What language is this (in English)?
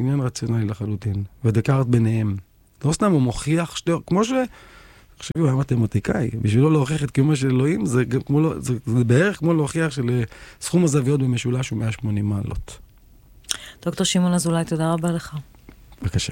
Hebrew